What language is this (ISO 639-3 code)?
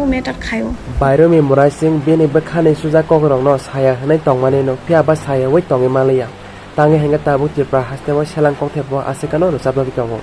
trp